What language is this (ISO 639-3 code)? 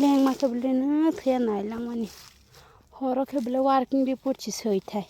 trp